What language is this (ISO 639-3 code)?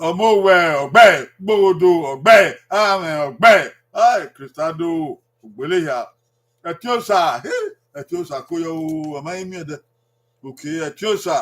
bin